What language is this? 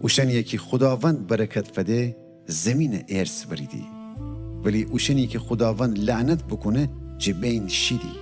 Gilaki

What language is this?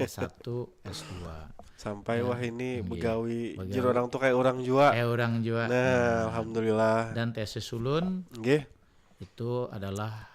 Banjar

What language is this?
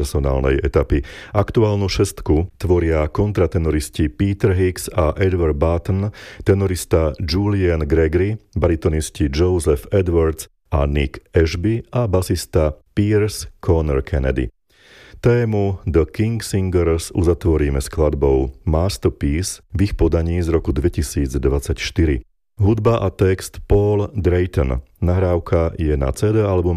Slovak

